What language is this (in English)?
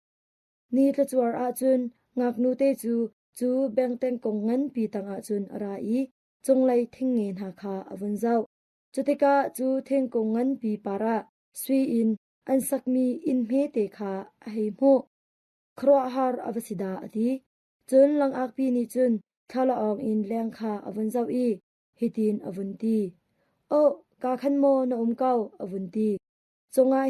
Hakha Chin